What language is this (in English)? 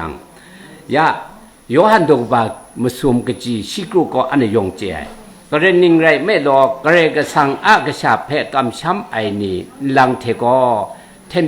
Kachin